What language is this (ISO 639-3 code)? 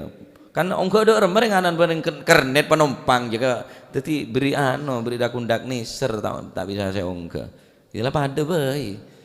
mad